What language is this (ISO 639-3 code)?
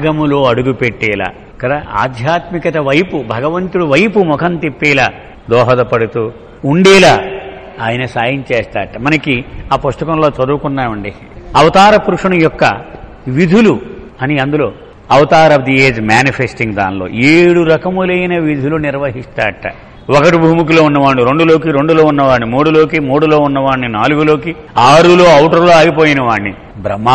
tel